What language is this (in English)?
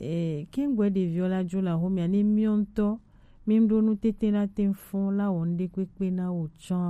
Gen